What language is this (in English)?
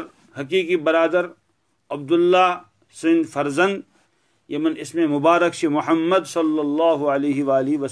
Kashmiri